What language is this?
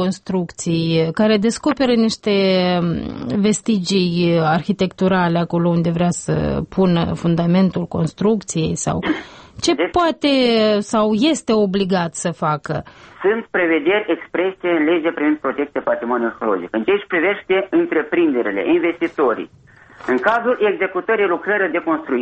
Romanian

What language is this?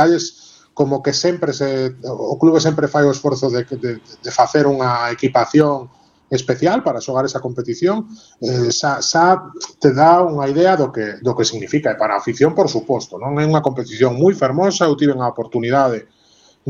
Galician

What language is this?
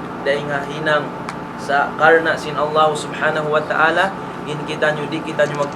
Tausug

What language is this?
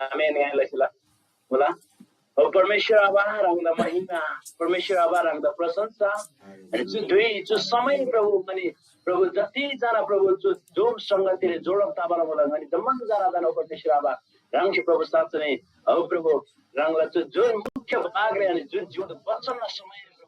Eastern Tamang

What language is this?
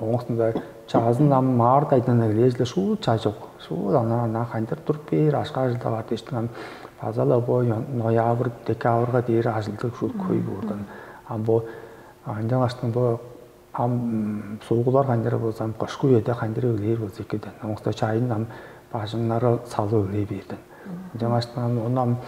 Tuvinian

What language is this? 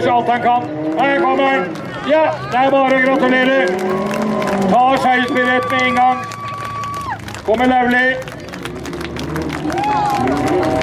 Norwegian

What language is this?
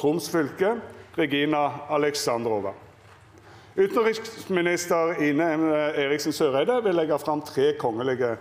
Norwegian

